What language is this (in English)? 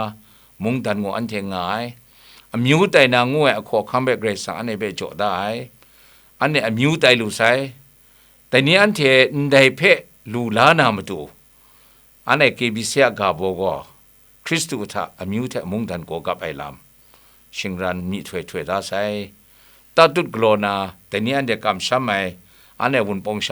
Kachin